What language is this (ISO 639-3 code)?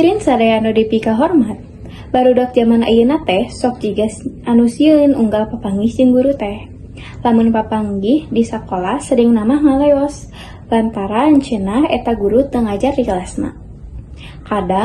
sun